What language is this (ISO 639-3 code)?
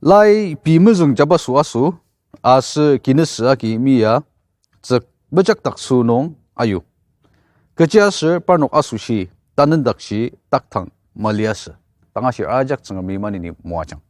njo